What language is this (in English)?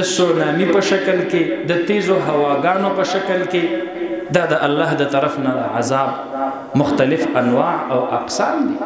Pashto